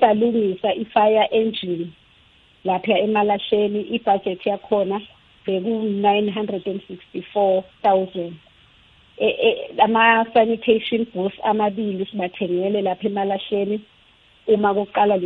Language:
South Ndebele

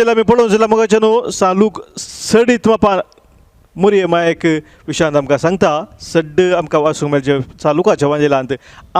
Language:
Konkani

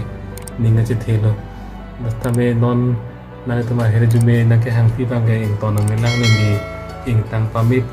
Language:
Karbi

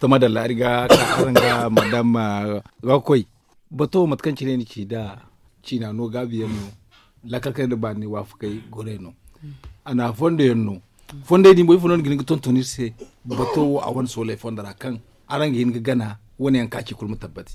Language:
Zarma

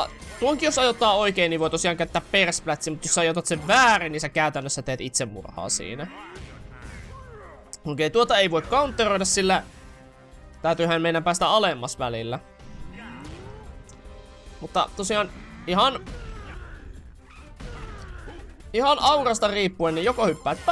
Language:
Finnish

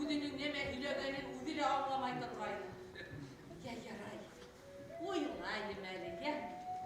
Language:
Bashkir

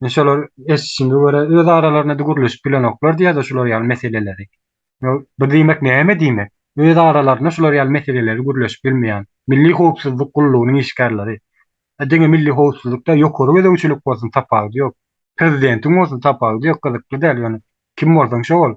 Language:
Turkmen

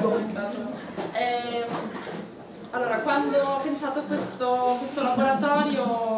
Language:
Italian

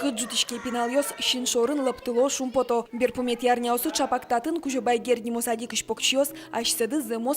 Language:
Udmurt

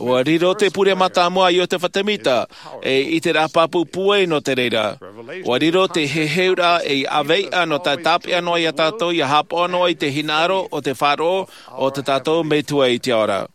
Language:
Tahitian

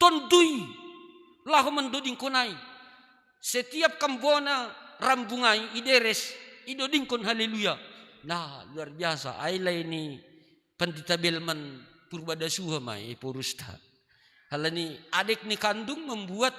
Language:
Batak Simalungun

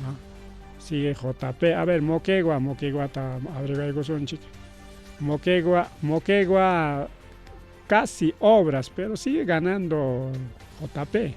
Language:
Ayacucho Quechua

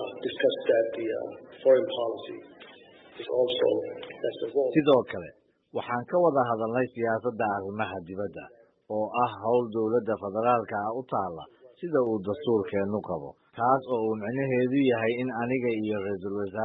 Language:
Somali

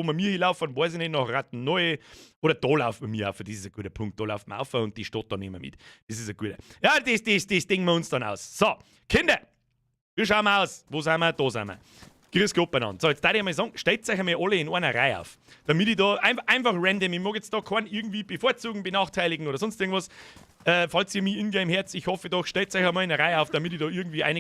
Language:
Bavarian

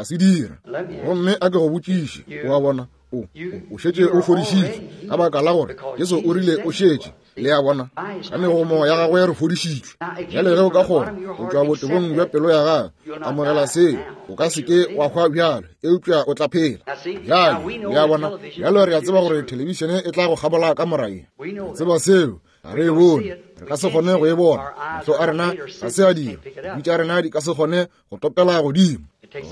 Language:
Northern Sotho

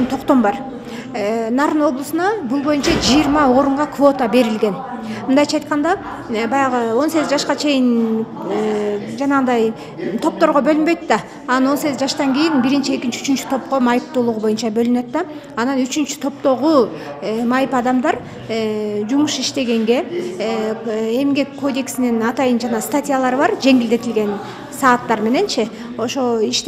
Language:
Kyrgyz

